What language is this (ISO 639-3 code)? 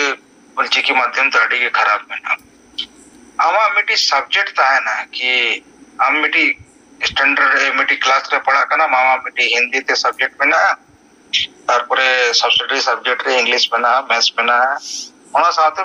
sat